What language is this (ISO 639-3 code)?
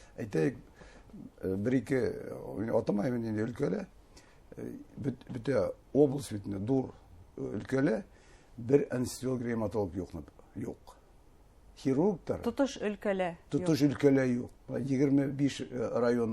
bak